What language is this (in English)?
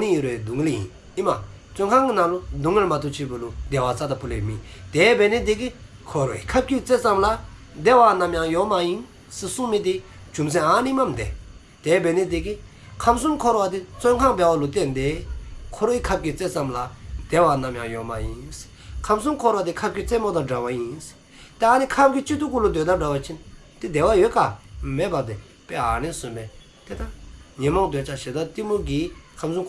Dzongkha